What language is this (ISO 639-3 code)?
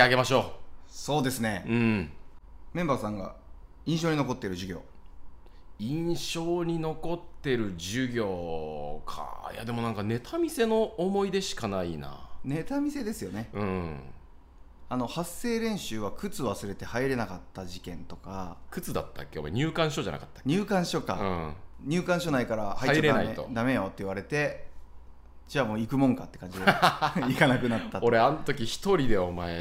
jpn